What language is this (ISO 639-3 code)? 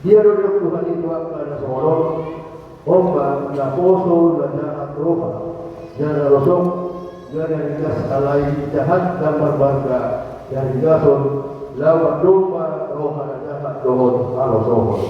bbc